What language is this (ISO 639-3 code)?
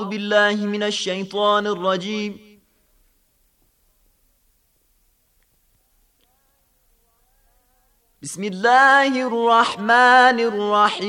bos